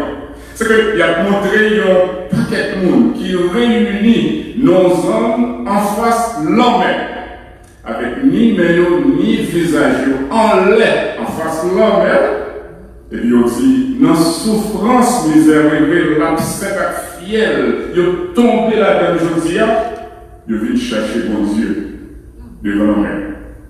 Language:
Haitian Creole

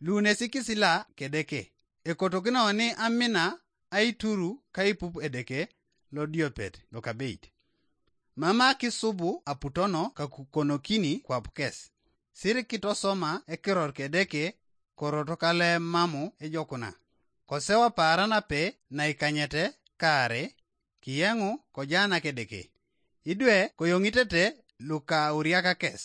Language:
Teso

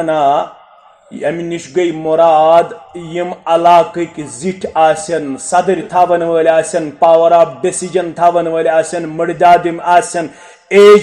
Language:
Kashmiri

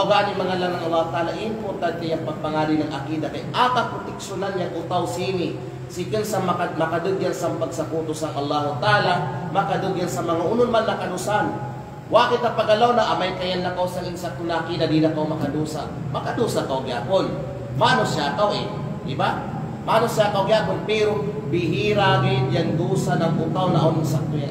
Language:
Kalagan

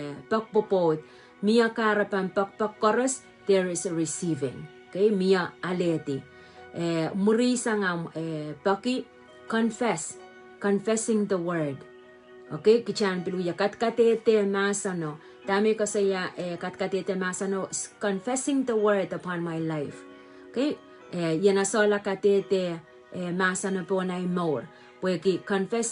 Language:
Pohnpeian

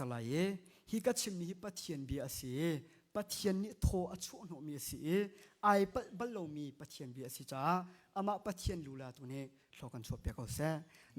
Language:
Hakha Chin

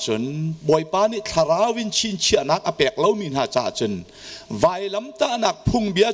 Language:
Hakha Chin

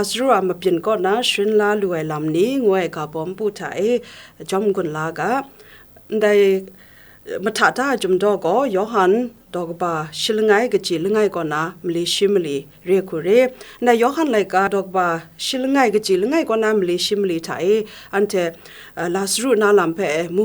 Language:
Kachin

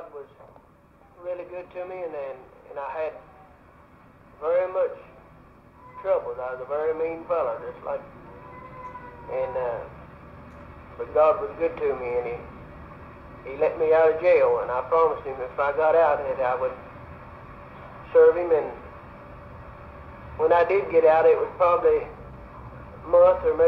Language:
English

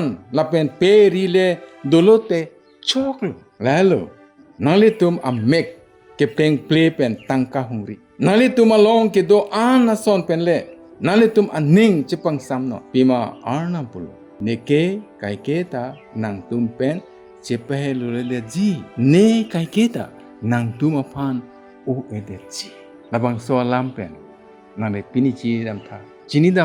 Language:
Karbi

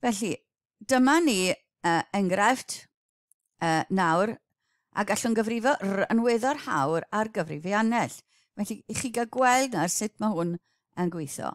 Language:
Welsh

